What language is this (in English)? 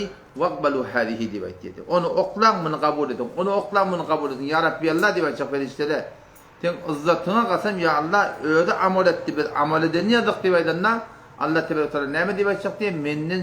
Turkmen